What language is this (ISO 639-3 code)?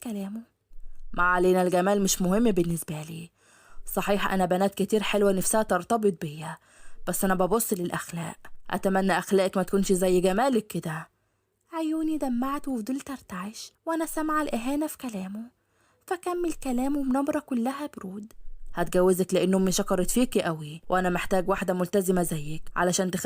arz